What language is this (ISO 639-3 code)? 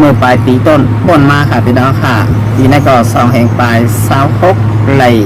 shn